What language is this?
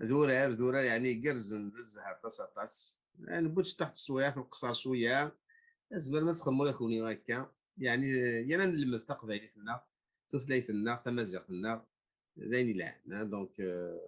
Kabyle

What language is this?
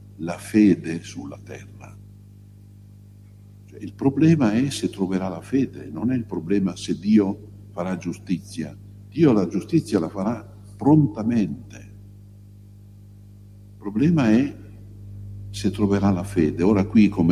Italian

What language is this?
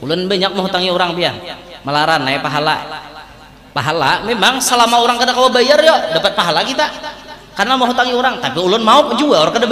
Banjar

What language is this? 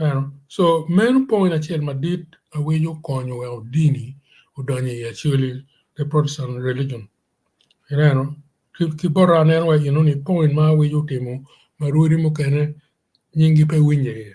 Acoli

